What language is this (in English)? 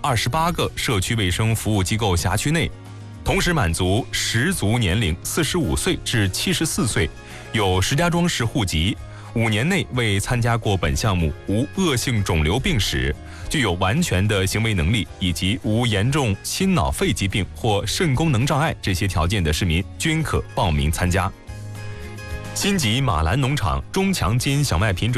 Chinese